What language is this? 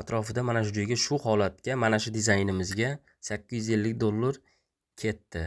Uzbek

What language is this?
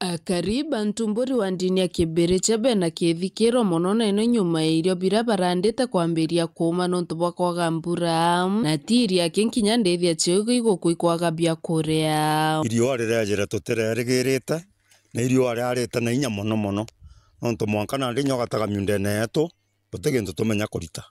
Meru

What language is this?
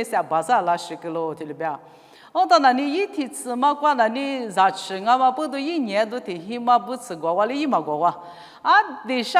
Lisu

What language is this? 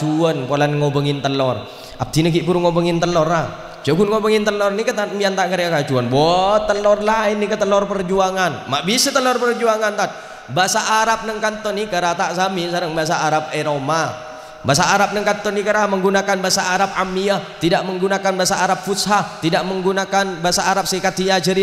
Madurese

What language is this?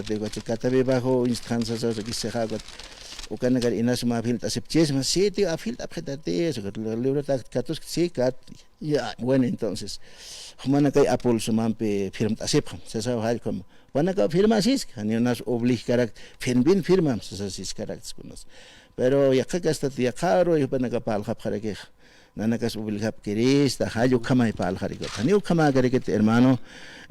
Aymara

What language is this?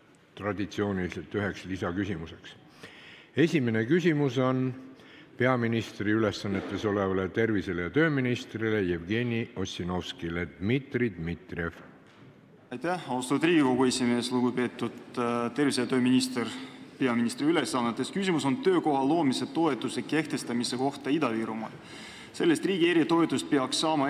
Estonian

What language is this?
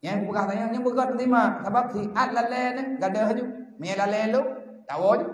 Achinese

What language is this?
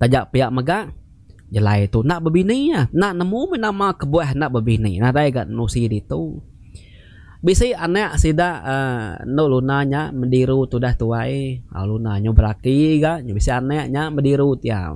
Iban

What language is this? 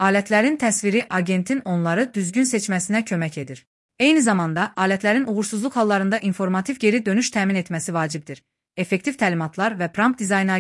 Azerbaijani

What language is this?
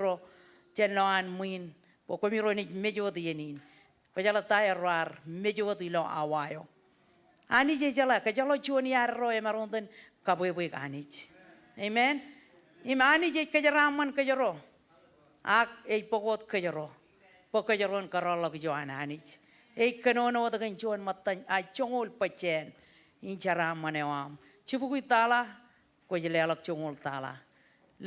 Marshallese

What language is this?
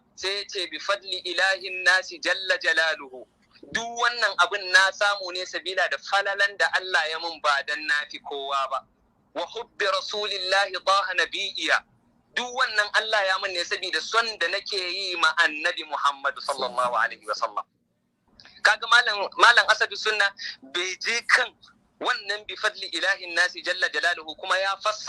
Hausa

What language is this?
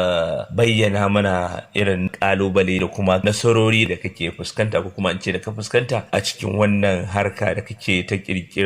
Hausa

